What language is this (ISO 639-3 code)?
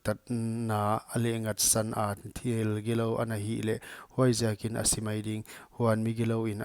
pck